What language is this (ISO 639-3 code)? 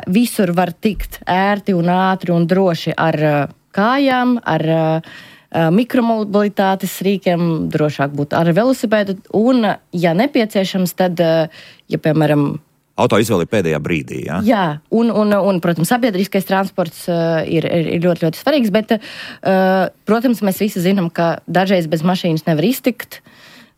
lav